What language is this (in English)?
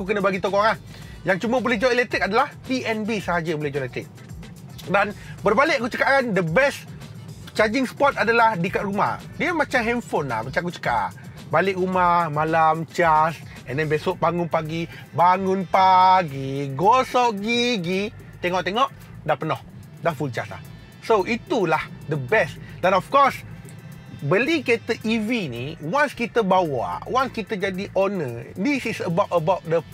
Malay